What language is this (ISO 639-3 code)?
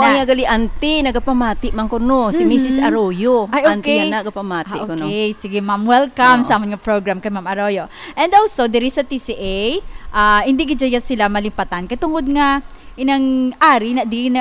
hil